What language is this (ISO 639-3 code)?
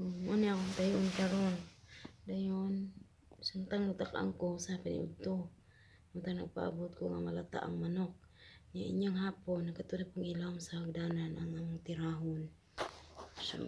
ceb